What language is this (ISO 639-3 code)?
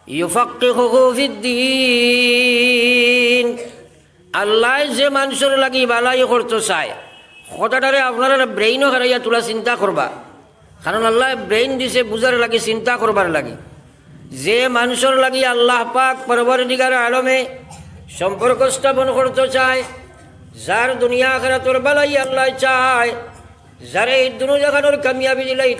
syl